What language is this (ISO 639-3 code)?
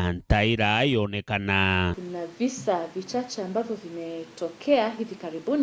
mer